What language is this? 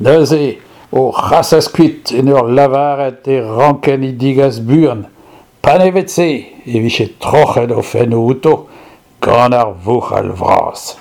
Breton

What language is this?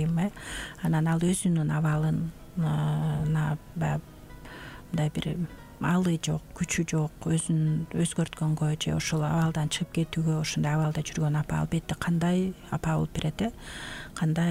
Kyrgyz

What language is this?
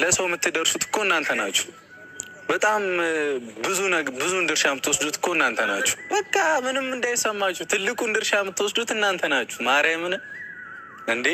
Amharic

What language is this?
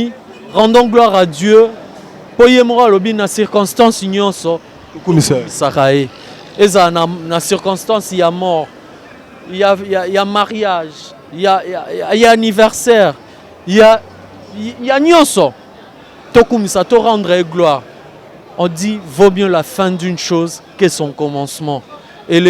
Lingala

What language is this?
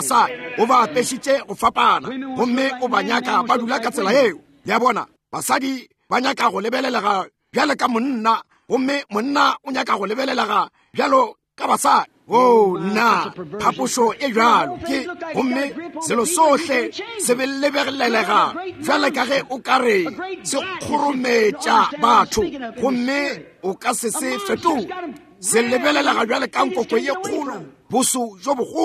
Northern Sotho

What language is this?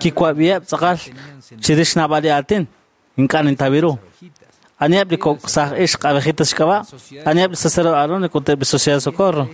Kekchí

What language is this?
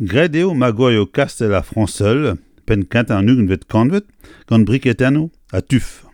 Breton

